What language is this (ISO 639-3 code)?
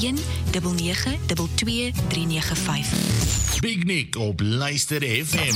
afr